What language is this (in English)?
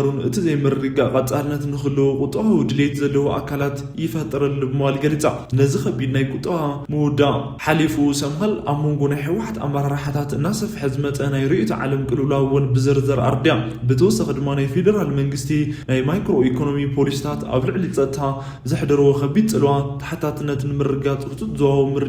Tigrinya